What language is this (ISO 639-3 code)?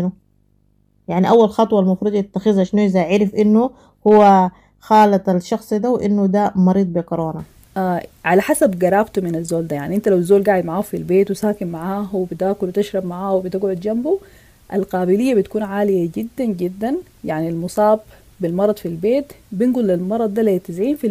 apd